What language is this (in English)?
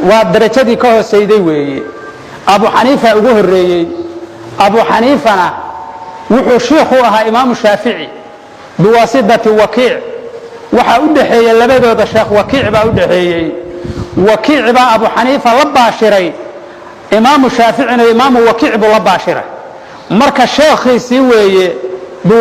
Somali